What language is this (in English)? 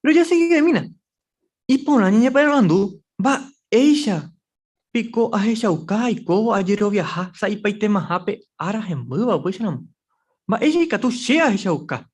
Guarani